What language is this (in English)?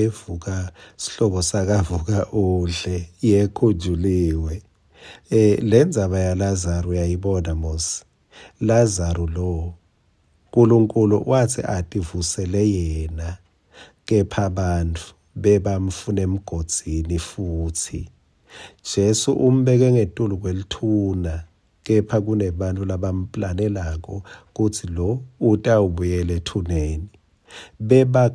Swati